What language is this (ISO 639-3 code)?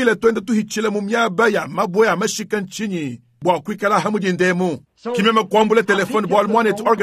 lua